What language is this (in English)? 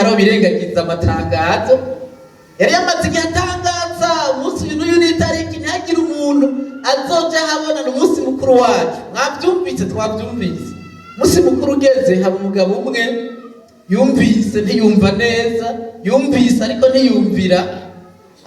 Rundi